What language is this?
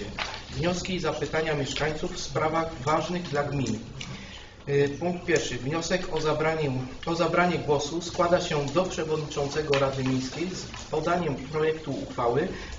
Polish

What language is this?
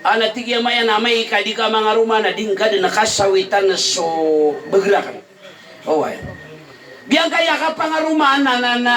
Maranao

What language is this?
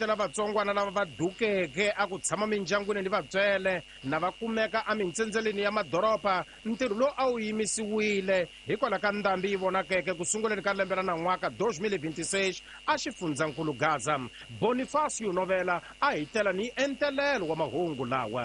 Tsonga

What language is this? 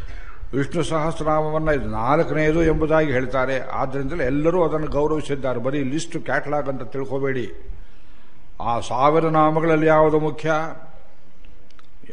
Kannada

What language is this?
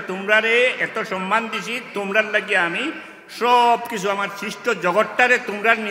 Sylheti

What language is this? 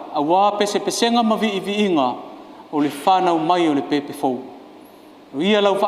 Samoan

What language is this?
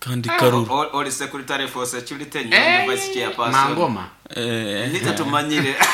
Nyoro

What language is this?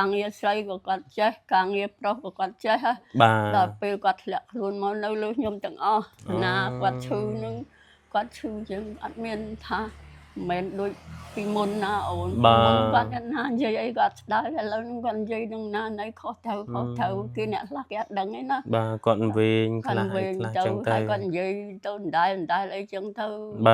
Khmer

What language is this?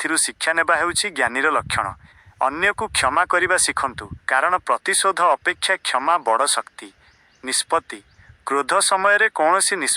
Odia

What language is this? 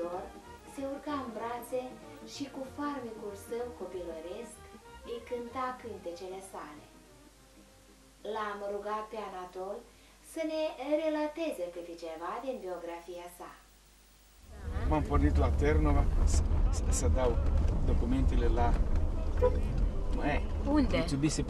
Romanian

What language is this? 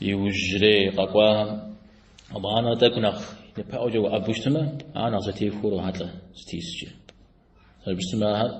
Kabardian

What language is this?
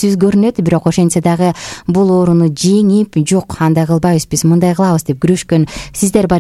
Kyrgyz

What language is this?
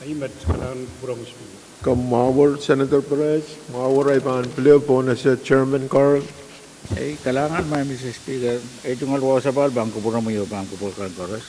Pohnpeian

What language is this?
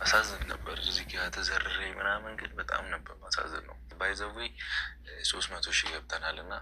Amharic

